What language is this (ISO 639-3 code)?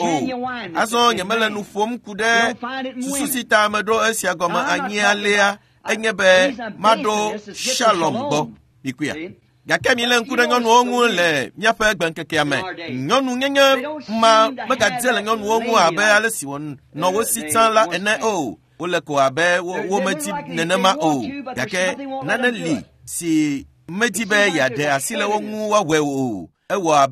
ewe